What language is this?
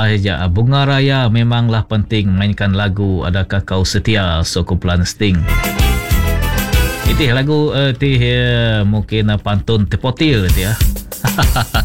Malay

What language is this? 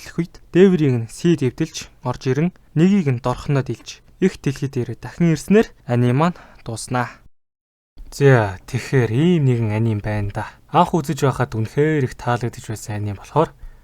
Mongolian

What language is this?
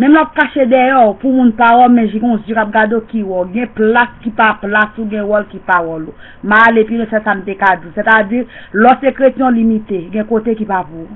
Haitian Creole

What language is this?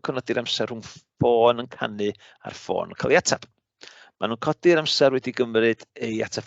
Welsh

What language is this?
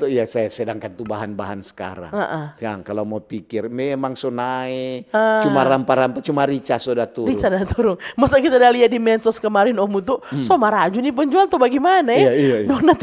Manado Malay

